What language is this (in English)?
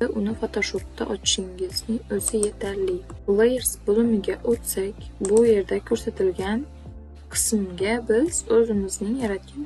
Uzbek